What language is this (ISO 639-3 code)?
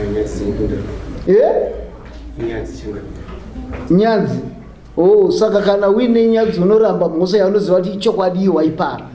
sna